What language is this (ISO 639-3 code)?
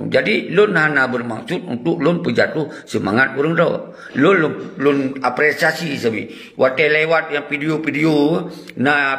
ace